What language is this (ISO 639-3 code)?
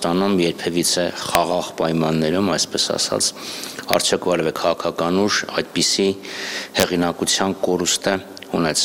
hye